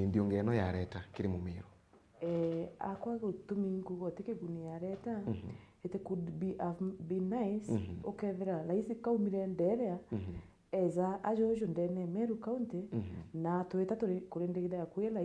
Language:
Meru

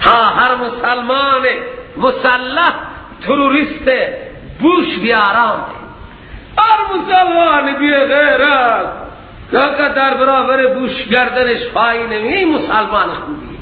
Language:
Persian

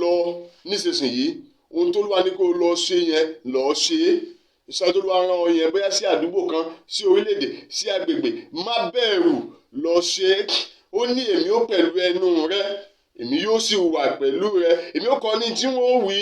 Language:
Yoruba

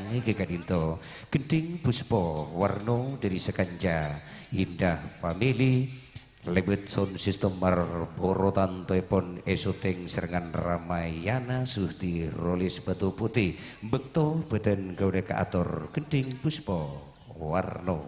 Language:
Madurese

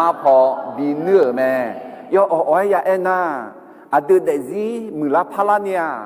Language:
Akha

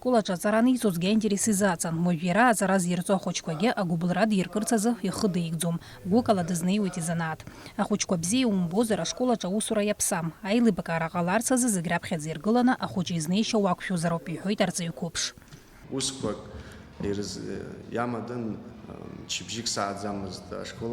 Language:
Abkhazian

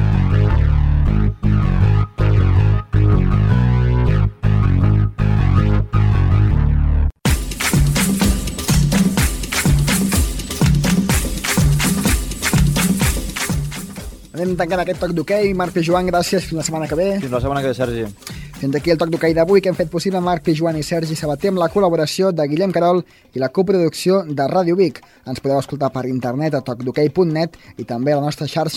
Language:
Catalan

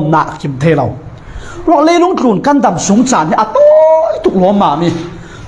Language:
Falam Chin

